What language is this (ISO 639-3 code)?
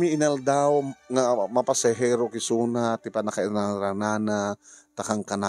ilo